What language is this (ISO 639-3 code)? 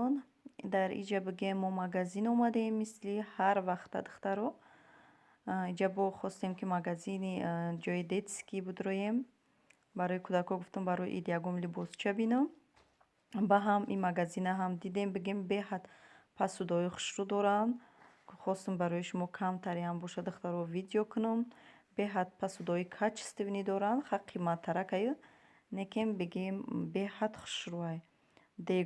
tgk